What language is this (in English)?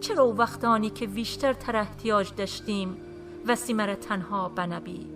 Gilaki